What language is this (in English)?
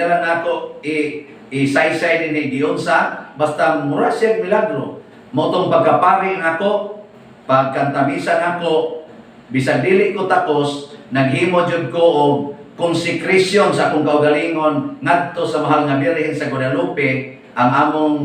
Cebuano